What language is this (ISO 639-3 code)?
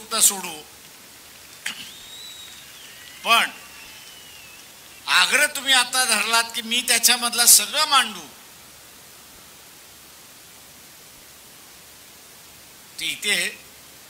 mar